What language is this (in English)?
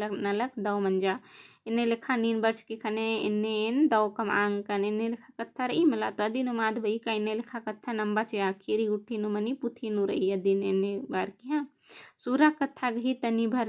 Kurukh